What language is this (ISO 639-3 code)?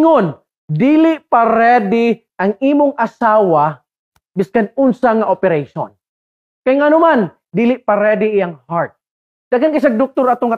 ceb